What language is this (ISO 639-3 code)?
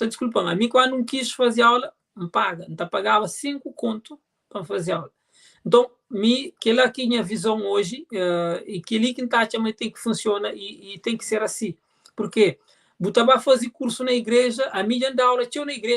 kea